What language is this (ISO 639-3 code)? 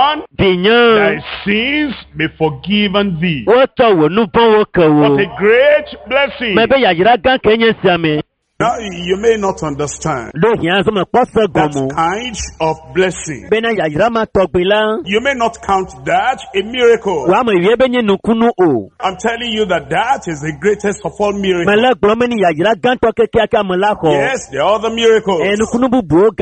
ewe